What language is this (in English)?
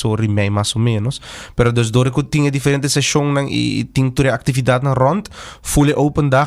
Papiamento